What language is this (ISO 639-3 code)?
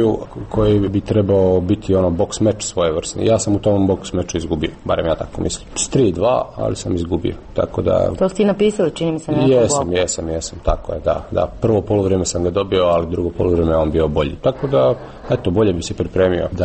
hrv